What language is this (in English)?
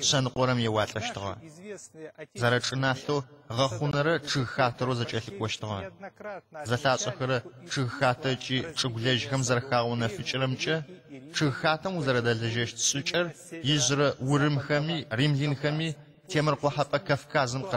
Adyghe